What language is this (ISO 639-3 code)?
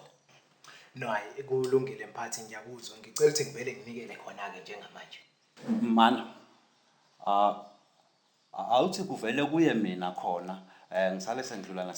zul